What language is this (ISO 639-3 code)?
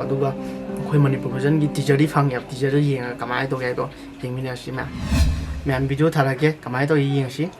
mni